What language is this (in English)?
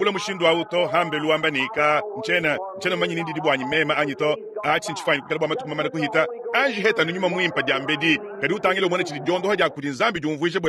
Luba-Lulua